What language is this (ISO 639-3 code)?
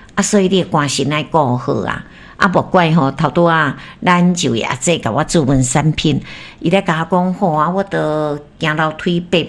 nan